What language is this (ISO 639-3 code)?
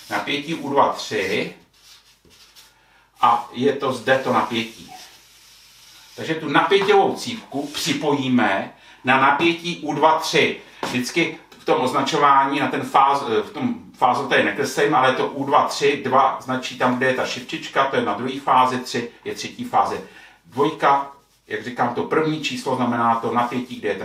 ces